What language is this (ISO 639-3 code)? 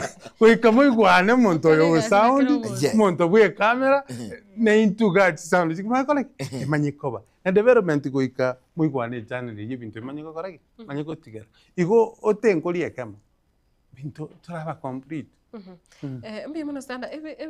guz